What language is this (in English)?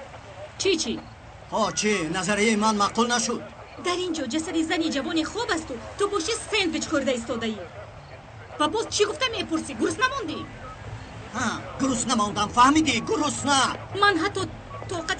Tajik